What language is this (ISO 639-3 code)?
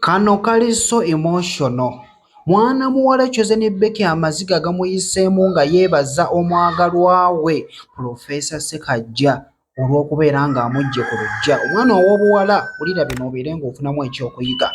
lug